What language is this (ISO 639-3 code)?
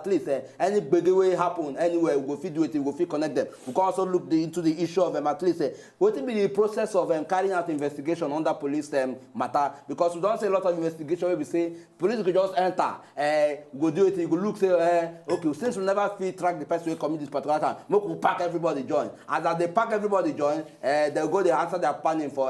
pcm